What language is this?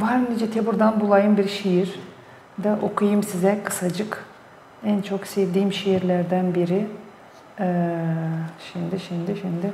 Gagauz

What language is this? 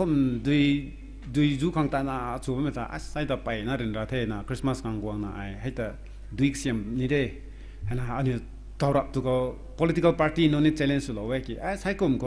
Rongmei Naga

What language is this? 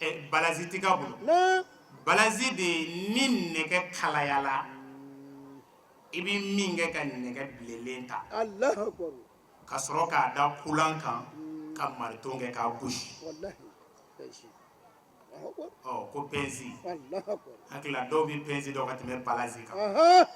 Bambara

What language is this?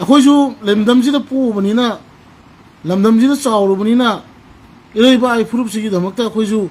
Manipuri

